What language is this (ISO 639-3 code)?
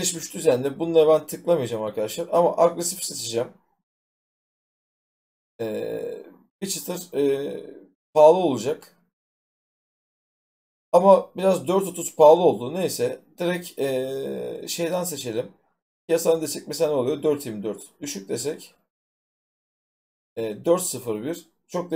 tur